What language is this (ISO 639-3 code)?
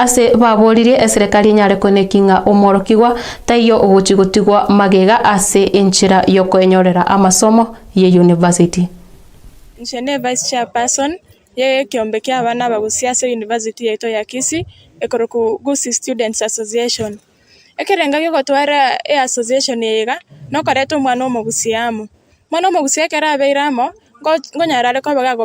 guz